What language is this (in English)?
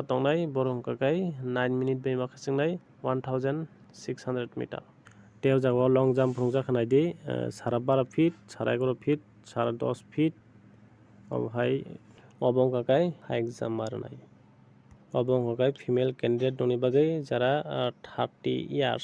Kok Borok